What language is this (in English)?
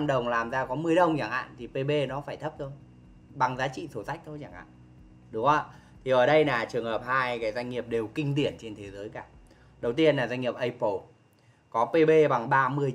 Vietnamese